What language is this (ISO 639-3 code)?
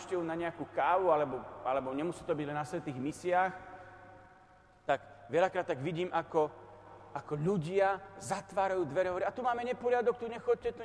slk